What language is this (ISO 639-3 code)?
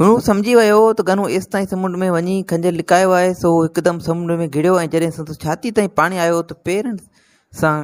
snd